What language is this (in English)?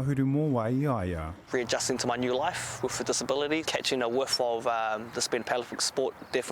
Māori